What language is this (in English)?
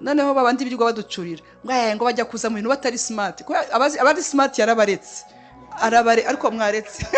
Kinyarwanda